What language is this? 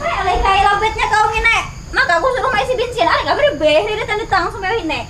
Banjar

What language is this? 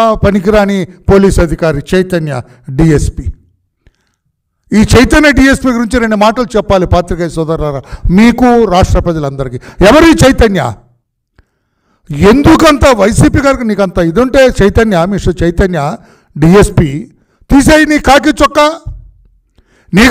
Telugu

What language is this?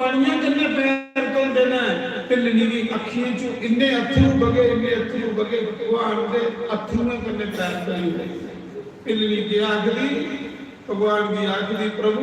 Dogri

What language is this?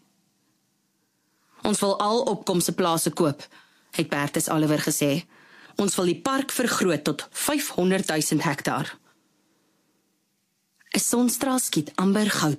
Afrikaans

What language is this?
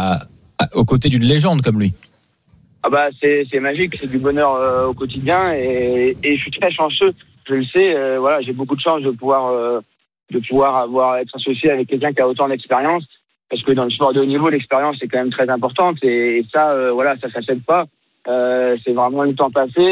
French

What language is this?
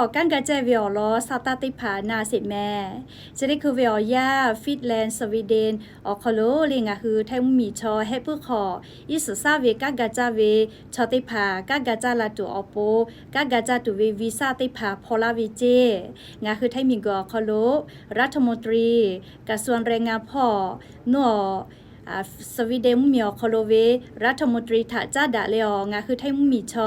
Lahu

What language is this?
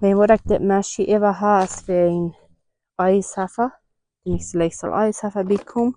Plautdietsch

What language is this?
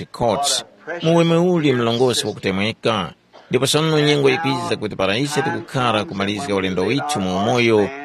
Tumbuka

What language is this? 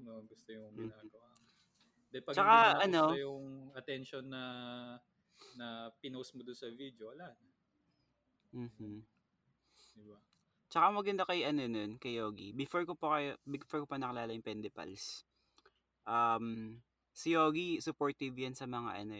Filipino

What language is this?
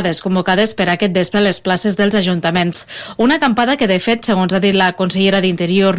Catalan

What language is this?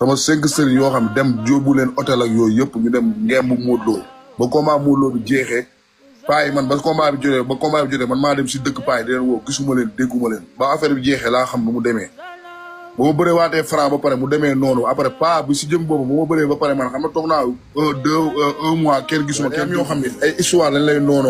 Wolof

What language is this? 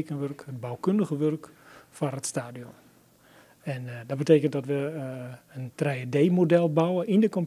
Western Frisian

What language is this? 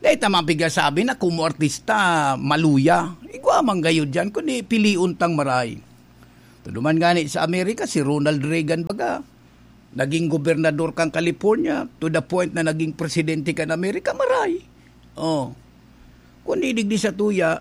Bikol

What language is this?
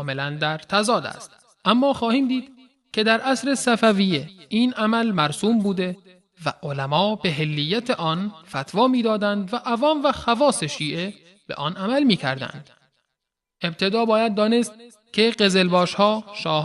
Persian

